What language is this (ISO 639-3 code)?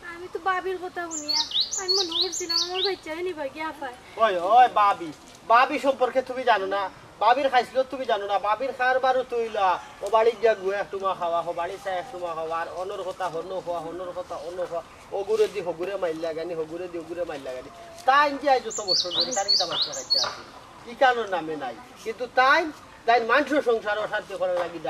syl